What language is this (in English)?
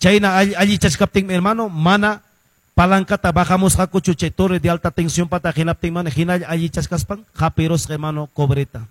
Quechua